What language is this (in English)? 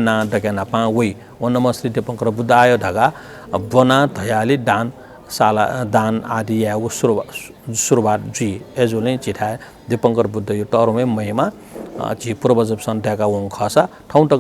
Newari